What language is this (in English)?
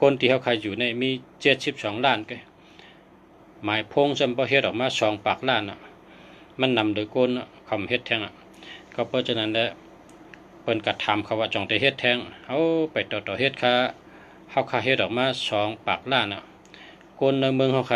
Shan